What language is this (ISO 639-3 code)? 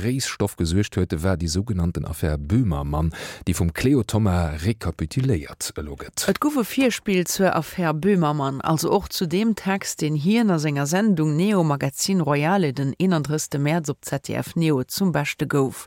ltz